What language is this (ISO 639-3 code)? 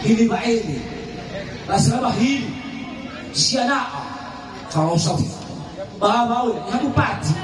nia